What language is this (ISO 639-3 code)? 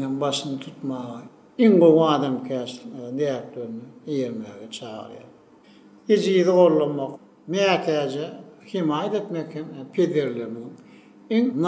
tuk